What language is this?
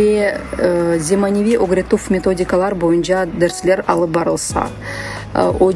Crimean Tatar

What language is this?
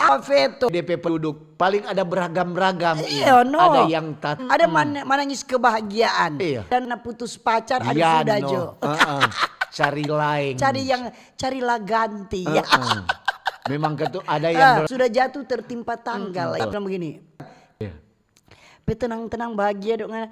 Manado Malay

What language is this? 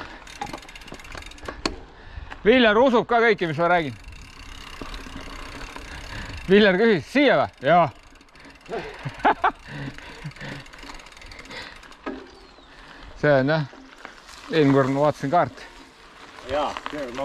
Estonian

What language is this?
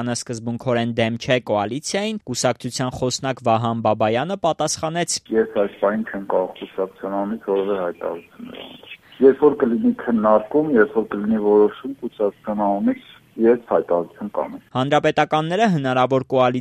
Armenian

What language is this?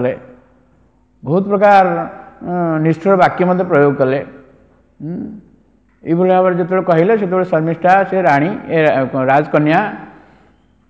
Odia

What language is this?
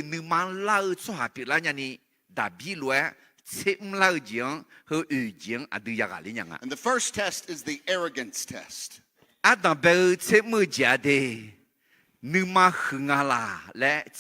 Akha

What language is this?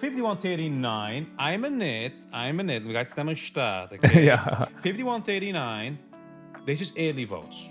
Yiddish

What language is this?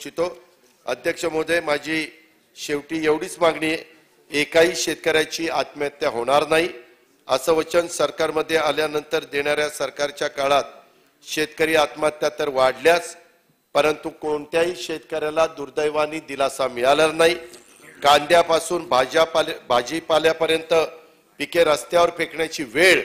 Marathi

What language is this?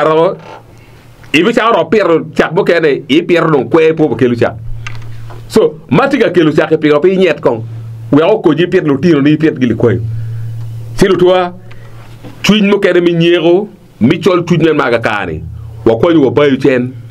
Acoli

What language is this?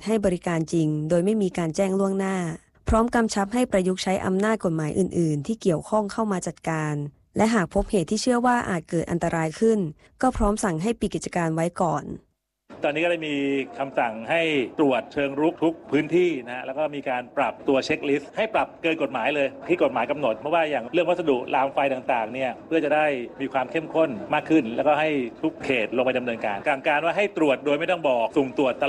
Thai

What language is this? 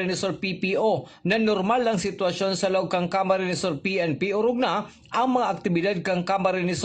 Bikol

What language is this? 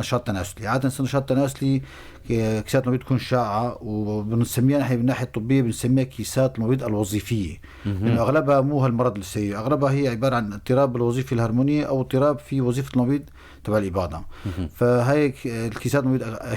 North Levantine Arabic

